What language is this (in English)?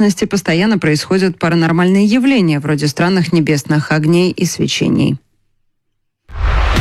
Russian